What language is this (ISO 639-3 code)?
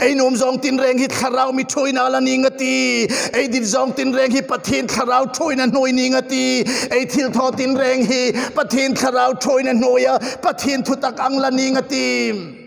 hmr